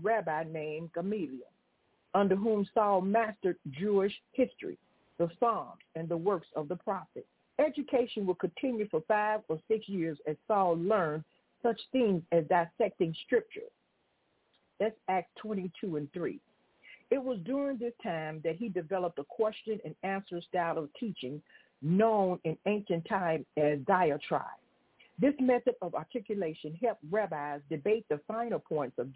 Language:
English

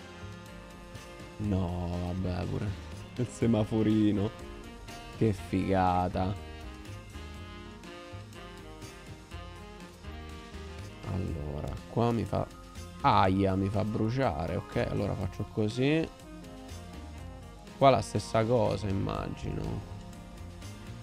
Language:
Italian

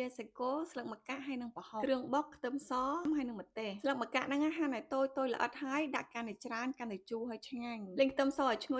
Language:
Khmer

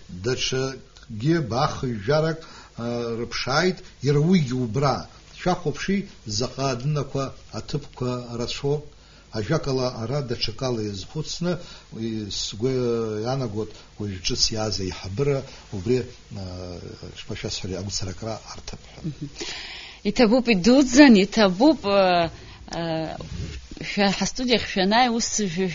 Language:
Abkhazian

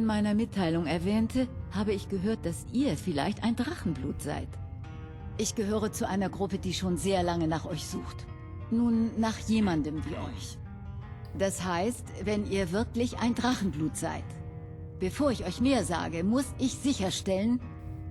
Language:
Bavarian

